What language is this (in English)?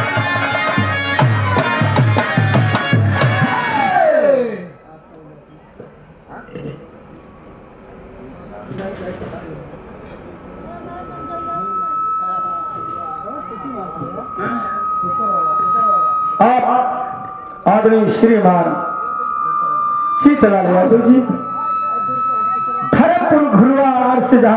Bhojpuri